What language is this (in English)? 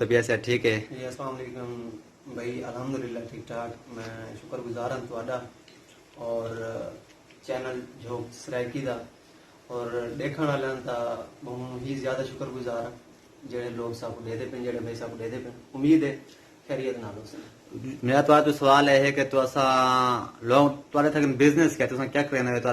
Saraiki